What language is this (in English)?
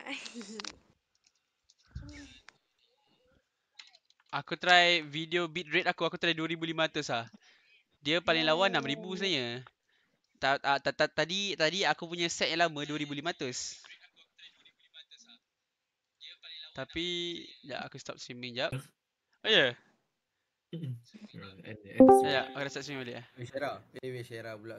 Malay